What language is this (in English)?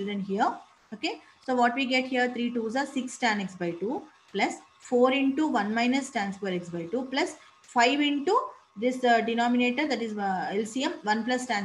English